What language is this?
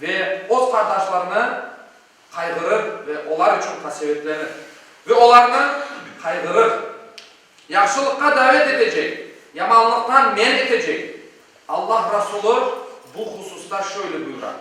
Crimean Tatar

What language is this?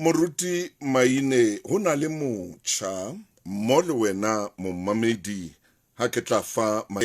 Southern Sotho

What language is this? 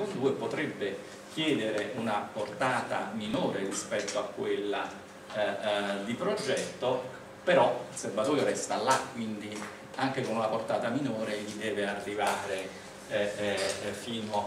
Italian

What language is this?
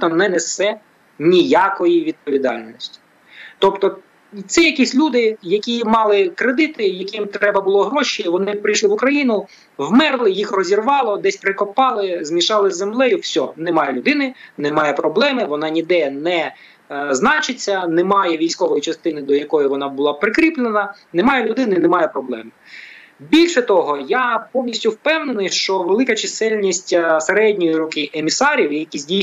Ukrainian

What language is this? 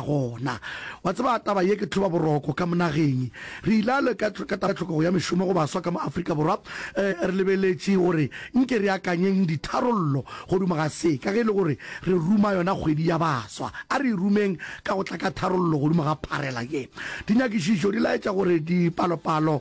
Northern Sotho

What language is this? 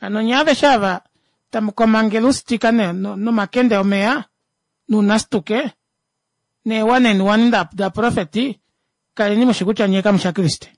Kuanyama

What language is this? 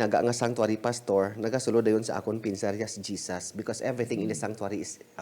Hiligaynon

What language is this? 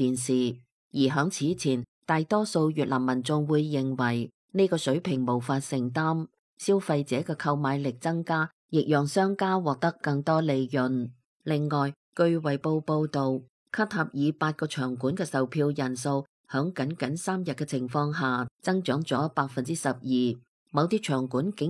Cantonese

